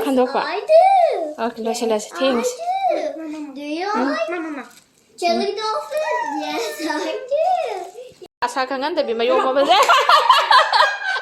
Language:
Manipuri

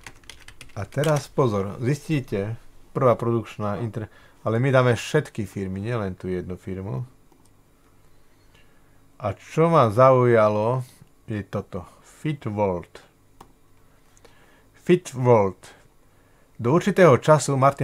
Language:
Slovak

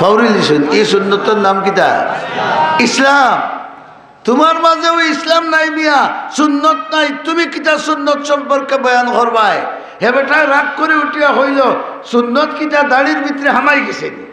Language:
Sylheti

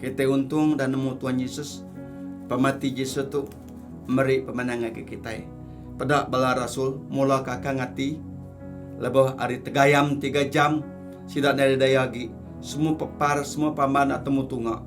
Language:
Iban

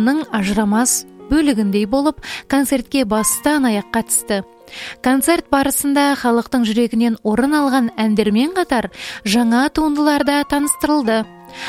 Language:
Kazakh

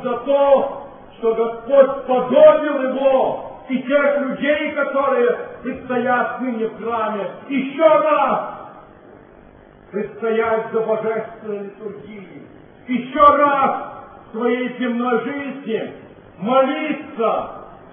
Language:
Russian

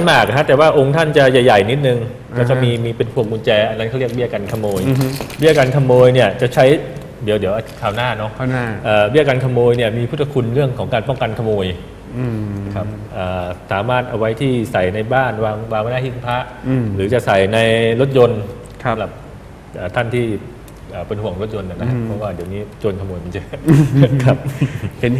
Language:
Thai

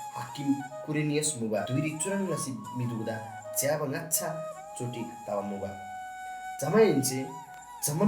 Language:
Eastern Tamang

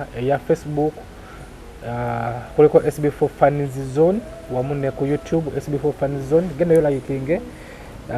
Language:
Ganda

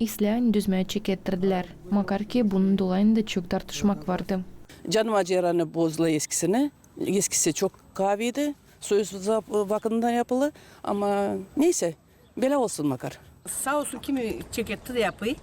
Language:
Gagauz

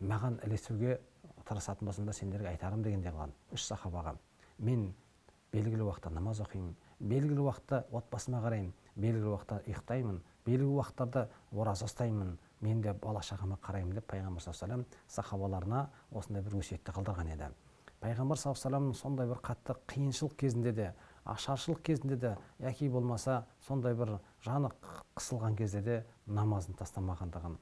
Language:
Kazakh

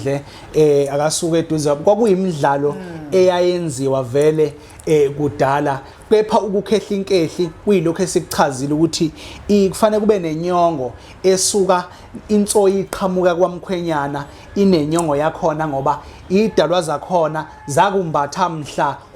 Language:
Zulu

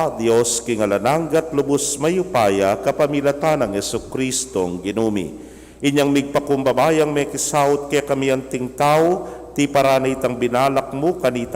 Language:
Pampanga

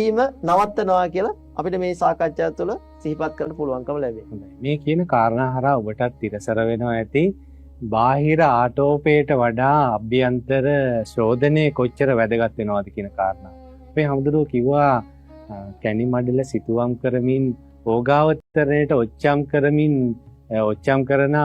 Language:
Sinhala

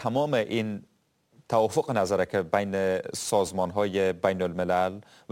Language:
Persian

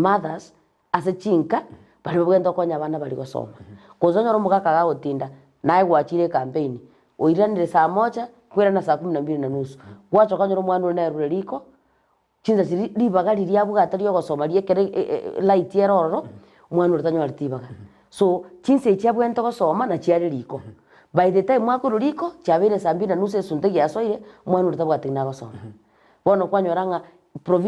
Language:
Gusii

